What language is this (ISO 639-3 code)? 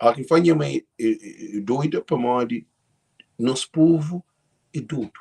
kea